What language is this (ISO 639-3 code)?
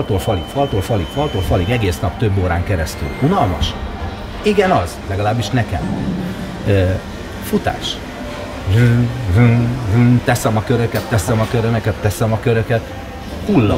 hun